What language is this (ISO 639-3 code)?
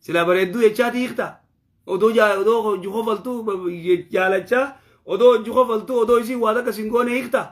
orm